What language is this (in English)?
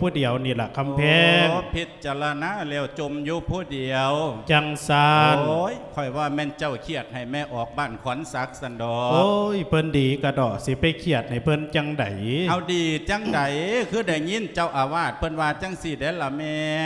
Lao